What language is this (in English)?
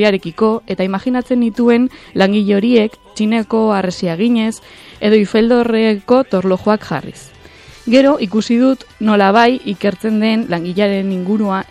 Basque